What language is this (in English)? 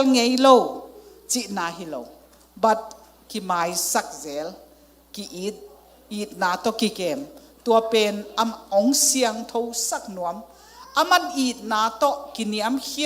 Tedim Chin